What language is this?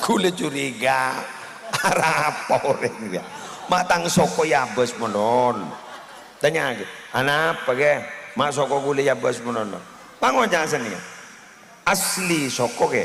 Madurese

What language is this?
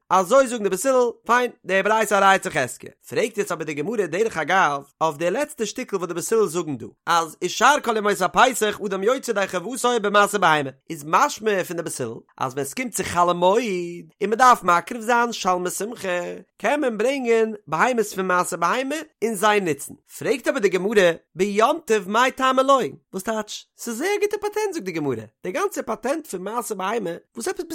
Yiddish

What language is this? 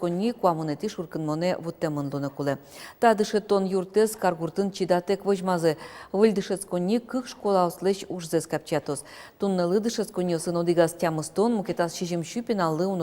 Udmurt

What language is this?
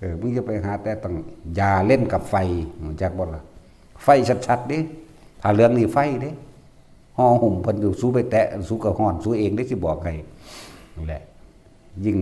Northeastern Thai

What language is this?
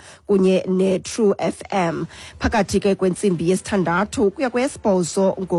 Xhosa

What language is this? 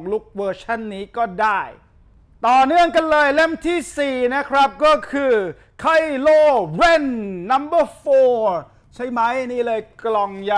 Thai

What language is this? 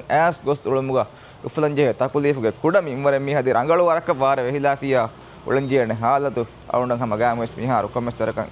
Divehi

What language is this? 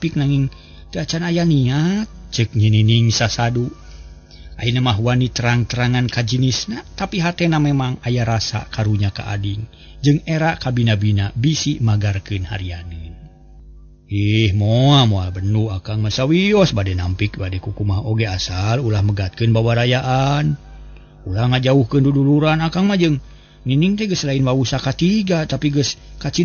Sundanese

